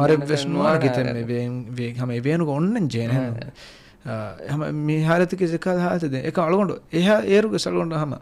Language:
Divehi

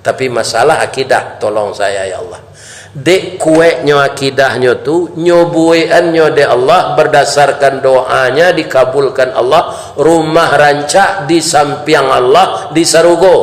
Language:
Minangkabau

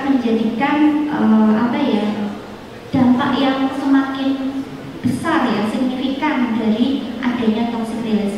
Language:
Indonesian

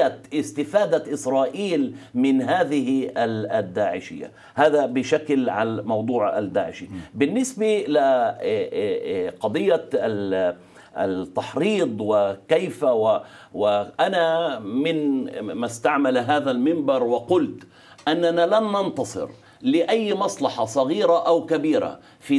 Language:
Arabic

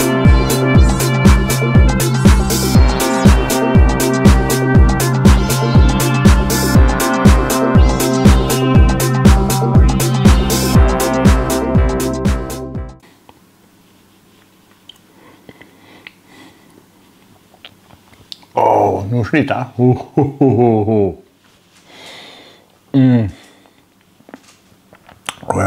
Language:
Norwegian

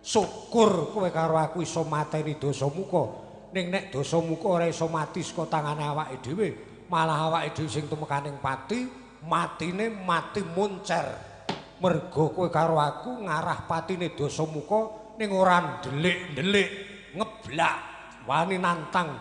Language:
Javanese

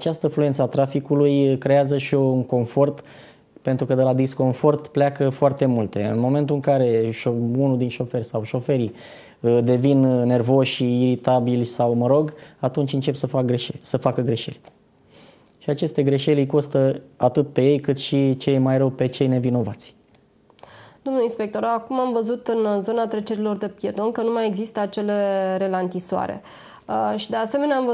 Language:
Romanian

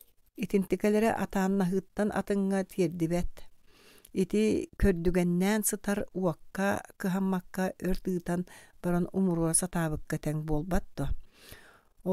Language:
Yakut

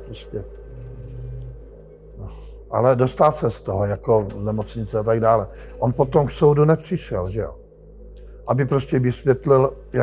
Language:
Czech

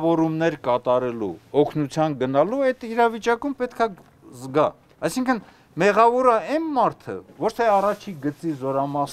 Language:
Armenian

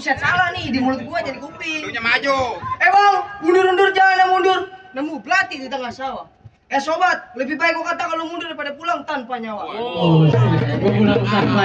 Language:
Betawi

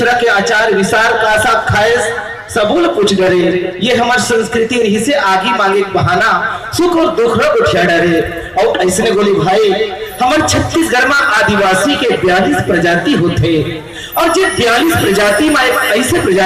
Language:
Chhattisgarhi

